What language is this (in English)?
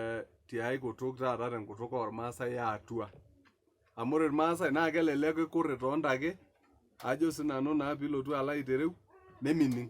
Masai